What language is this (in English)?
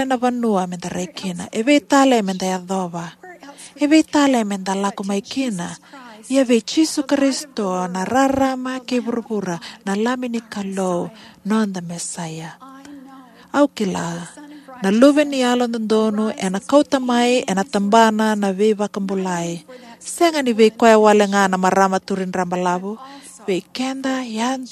Fijian